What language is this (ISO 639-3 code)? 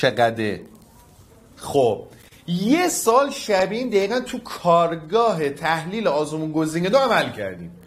fas